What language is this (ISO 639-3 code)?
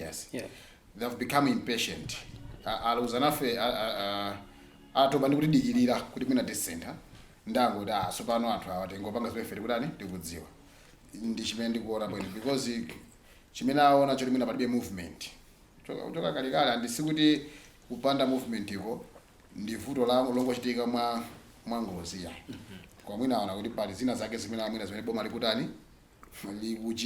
nya